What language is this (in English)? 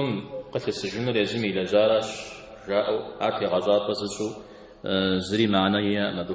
Kabardian